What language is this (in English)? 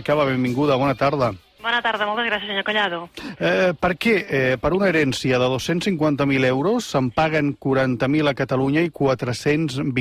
Catalan